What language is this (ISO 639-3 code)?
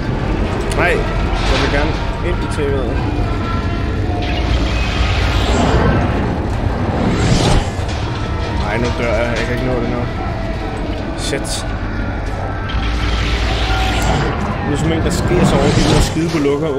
dan